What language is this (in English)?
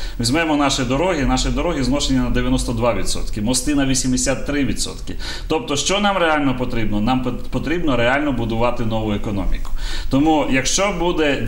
Ukrainian